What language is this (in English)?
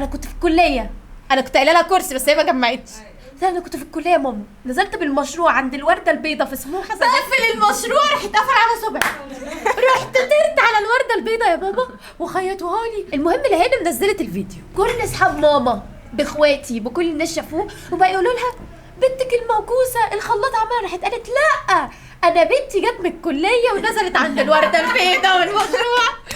Egyptian Arabic